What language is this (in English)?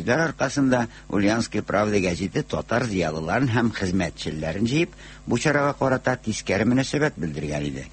Tatar